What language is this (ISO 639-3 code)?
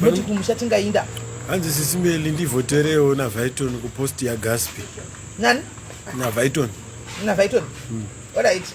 sna